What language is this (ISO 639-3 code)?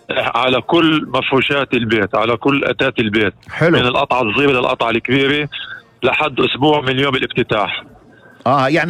apc